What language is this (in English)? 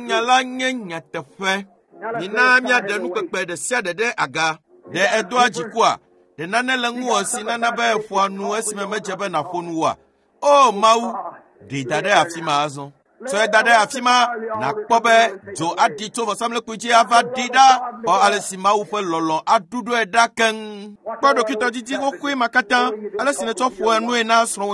Ewe